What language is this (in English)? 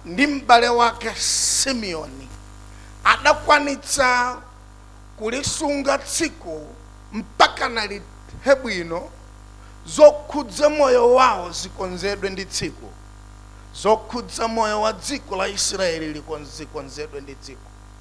Nyanja